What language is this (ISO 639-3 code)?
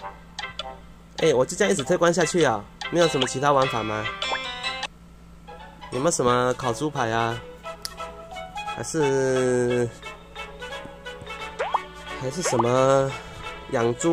zho